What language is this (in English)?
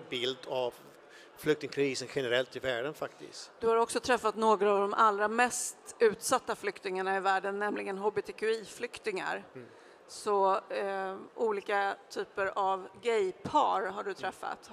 Swedish